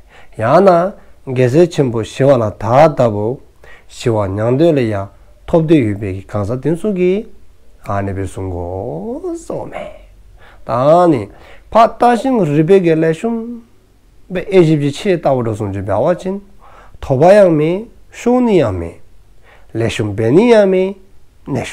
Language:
Dzongkha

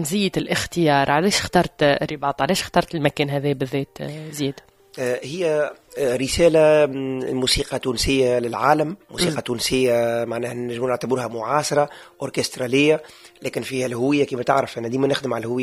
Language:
Tunisian Arabic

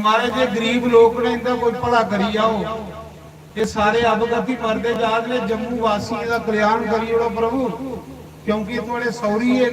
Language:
Dogri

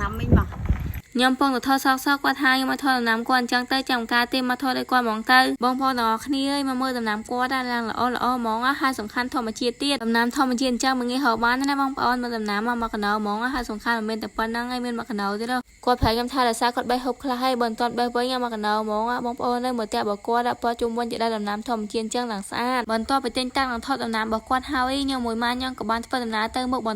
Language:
Khmer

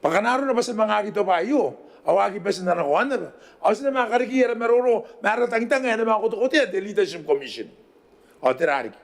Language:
Gilbertese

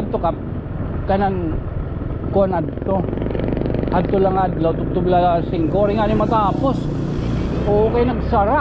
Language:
Waray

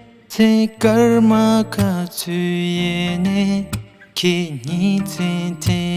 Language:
Tibetan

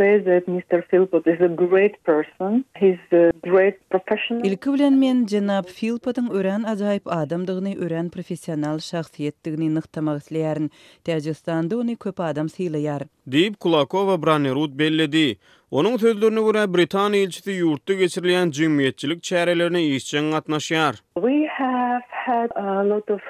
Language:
Turkmen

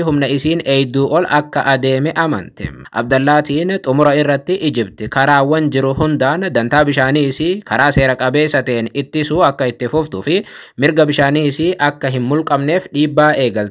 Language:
Oromo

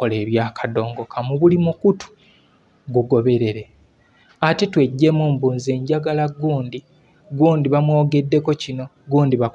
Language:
Ganda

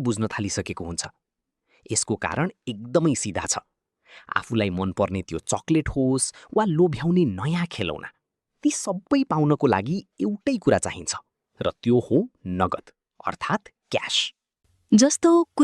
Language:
Nepali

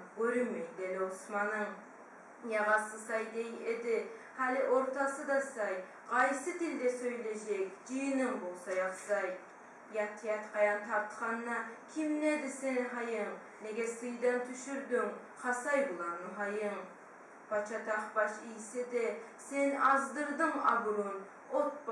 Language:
Kumyk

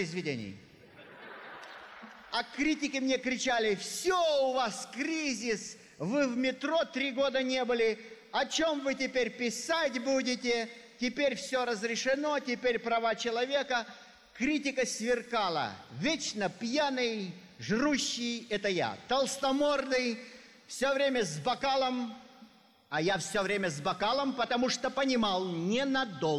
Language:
Russian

